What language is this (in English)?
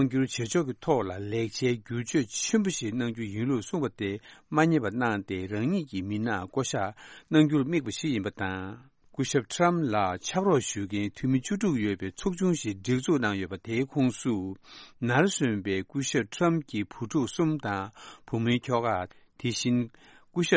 Tibetan